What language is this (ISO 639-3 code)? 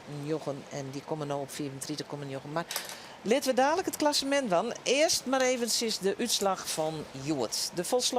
fry